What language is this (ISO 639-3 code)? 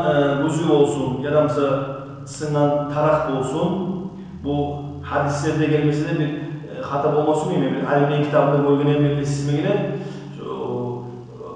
kum